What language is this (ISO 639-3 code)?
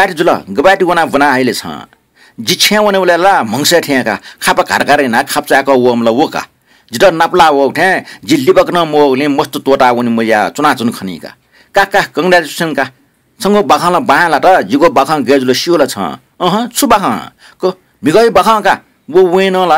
new